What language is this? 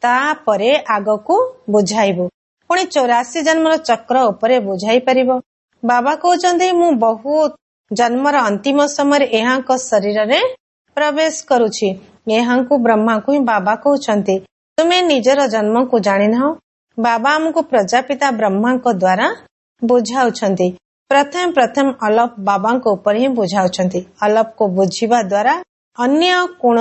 Odia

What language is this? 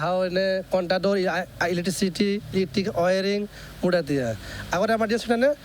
Tetum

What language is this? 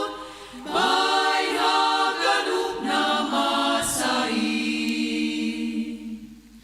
Batak Simalungun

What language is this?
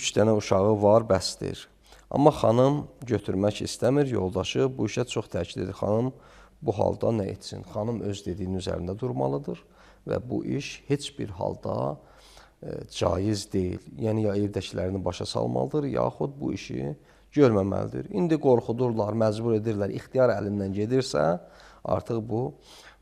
Azerbaijani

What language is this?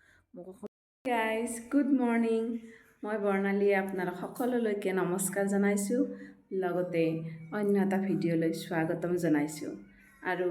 Assamese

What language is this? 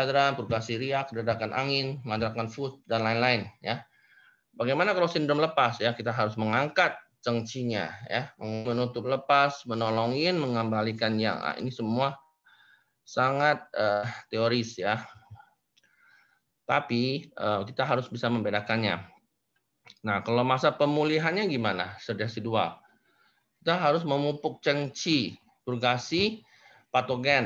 Indonesian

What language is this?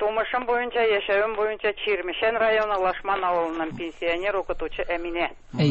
Tatar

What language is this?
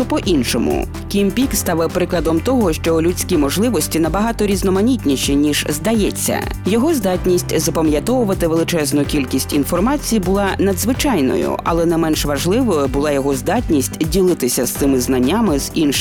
Ukrainian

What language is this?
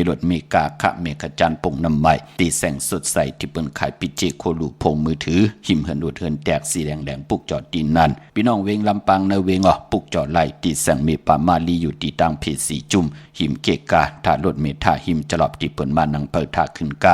Shan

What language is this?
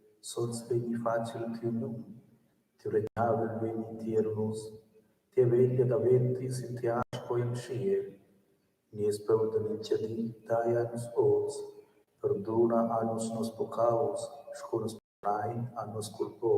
Romansh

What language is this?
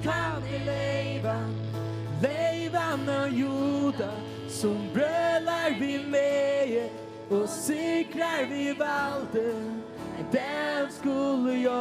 Faroese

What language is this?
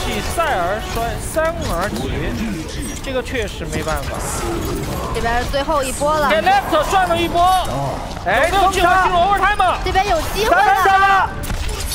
Chinese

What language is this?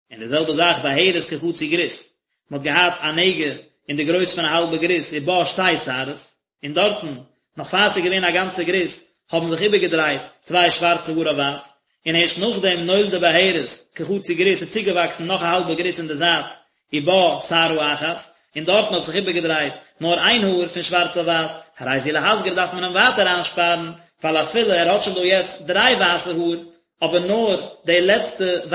Yiddish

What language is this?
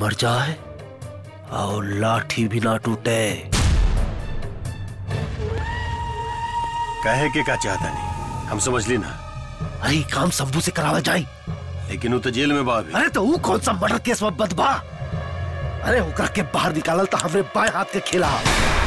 Bhojpuri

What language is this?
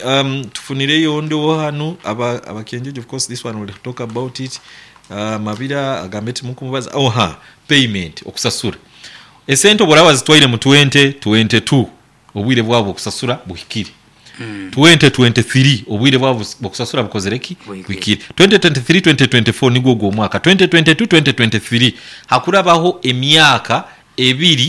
Nyankole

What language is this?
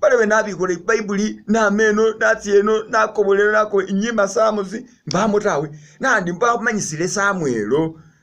Masaaba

